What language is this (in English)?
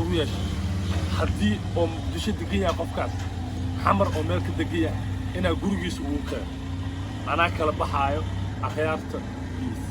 Somali